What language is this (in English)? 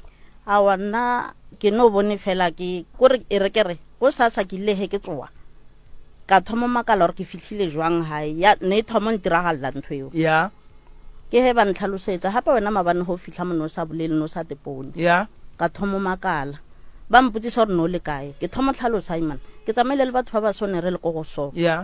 Northern Sotho